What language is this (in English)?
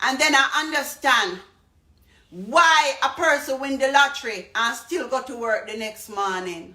Jamaican Creole English